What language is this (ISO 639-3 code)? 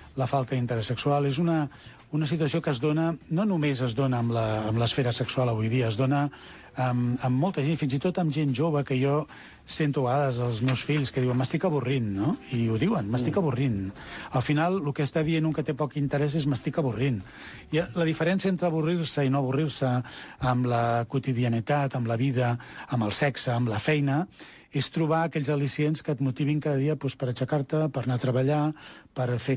cat